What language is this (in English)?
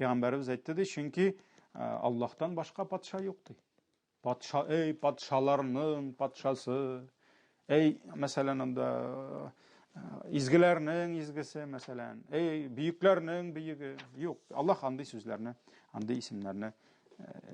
Tatar